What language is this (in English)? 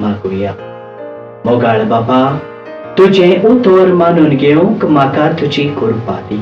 Konkani